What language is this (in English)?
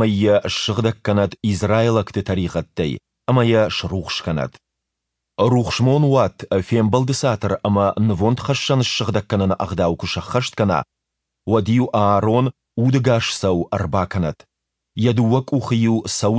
Ossetic